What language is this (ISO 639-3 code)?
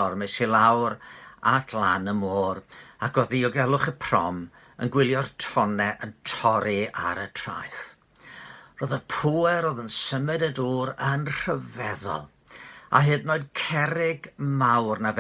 cym